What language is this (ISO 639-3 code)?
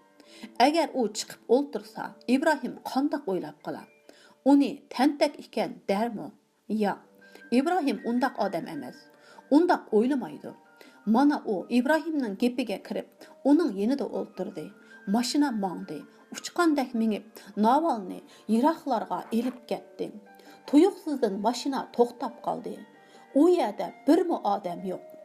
uig